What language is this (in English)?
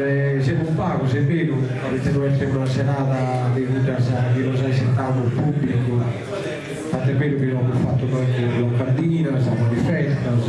Sardinian